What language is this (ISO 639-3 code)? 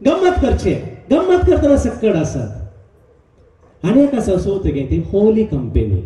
kok